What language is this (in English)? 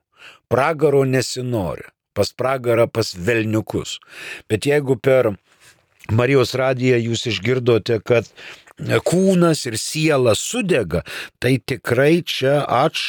Lithuanian